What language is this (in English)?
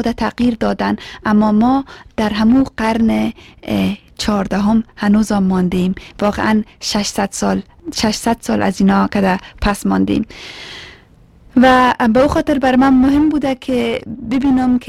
Persian